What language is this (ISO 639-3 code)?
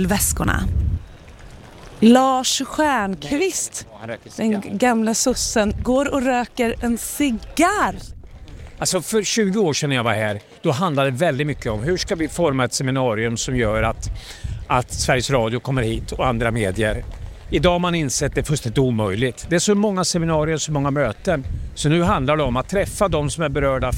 swe